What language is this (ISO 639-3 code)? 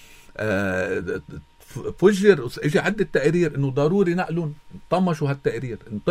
apc